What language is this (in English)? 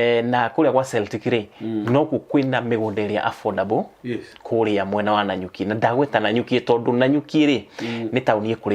Kikuyu